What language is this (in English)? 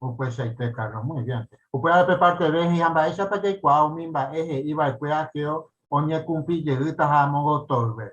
Guarani